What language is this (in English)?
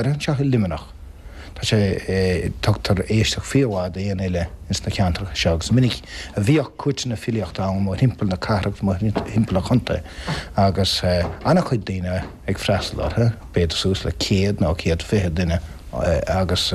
Irish